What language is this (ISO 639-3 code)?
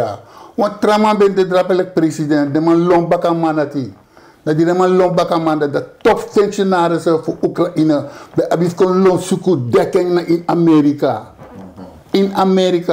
srn